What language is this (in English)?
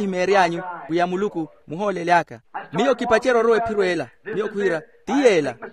Makhuwa